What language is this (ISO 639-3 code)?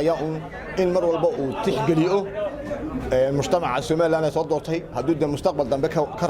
som